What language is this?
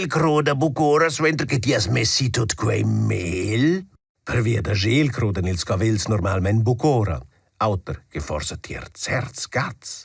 Romansh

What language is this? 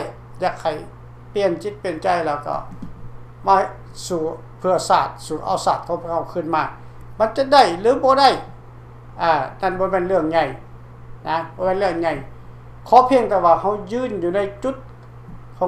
Lao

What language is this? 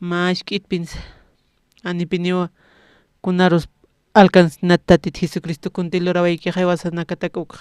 Aymara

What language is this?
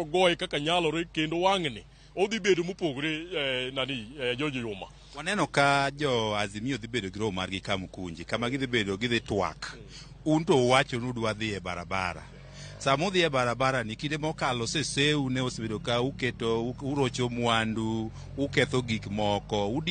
Luo (Kenya and Tanzania)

